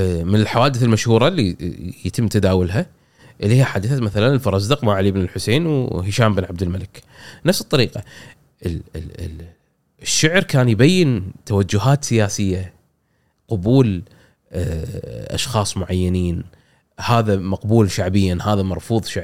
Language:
Gulf Arabic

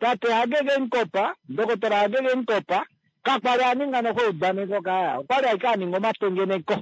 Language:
Kuanyama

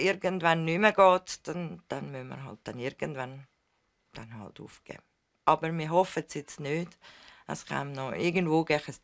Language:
Swiss German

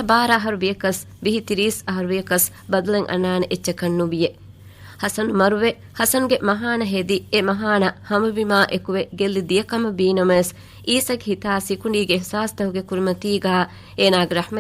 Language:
Divehi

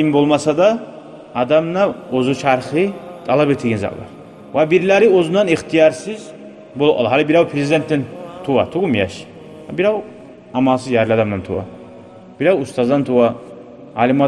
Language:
Kumyk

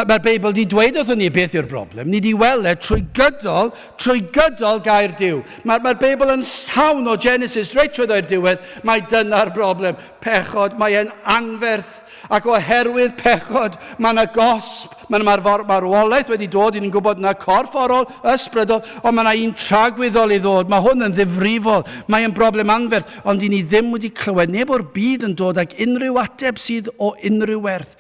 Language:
Welsh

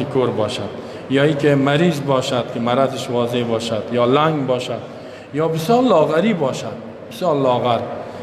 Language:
Persian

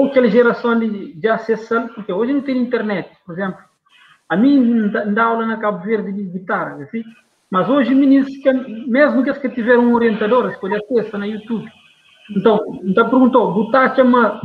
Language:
Kabuverdianu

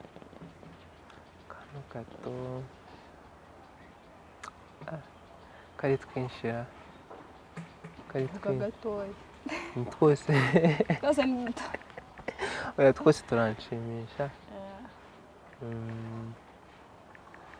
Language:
Kinyarwanda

